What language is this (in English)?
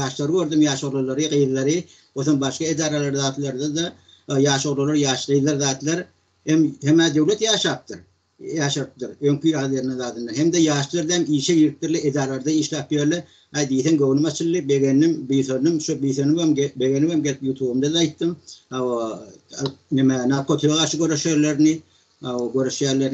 Turkmen